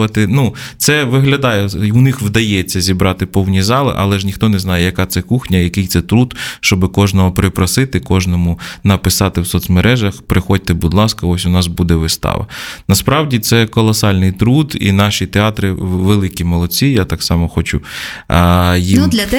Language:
Ukrainian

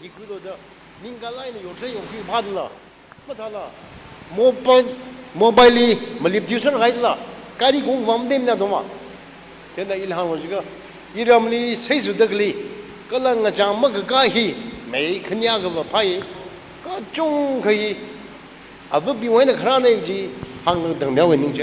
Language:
Tangkhul Naga (India)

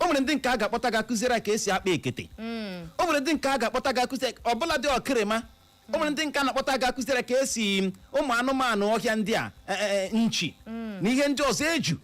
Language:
Igbo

